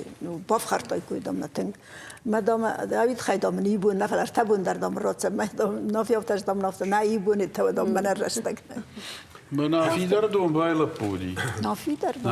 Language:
Ossetic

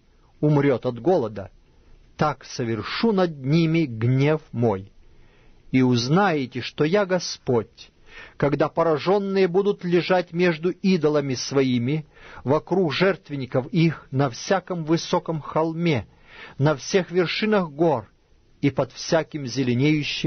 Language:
Russian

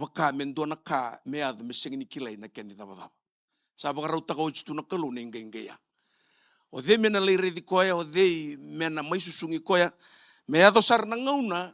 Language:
Fijian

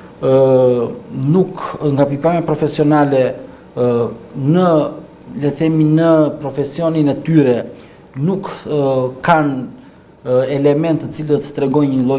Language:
Albanian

